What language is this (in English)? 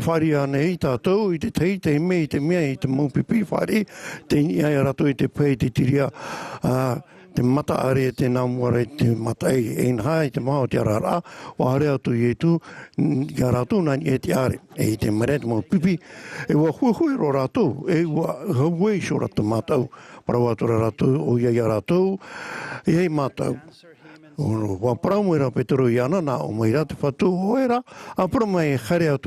Tahitian